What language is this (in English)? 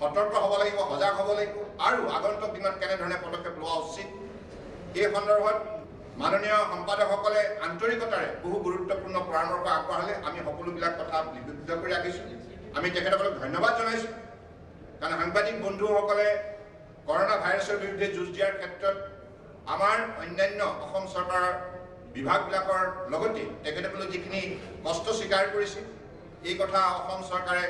Assamese